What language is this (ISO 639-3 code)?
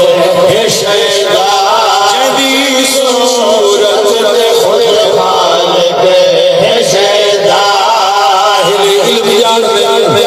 skr